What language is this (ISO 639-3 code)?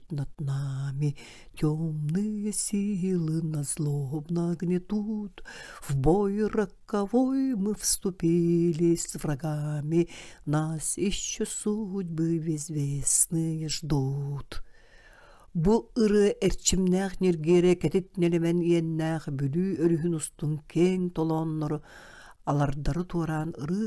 sah